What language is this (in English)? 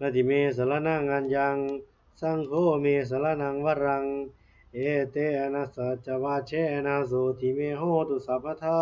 Pali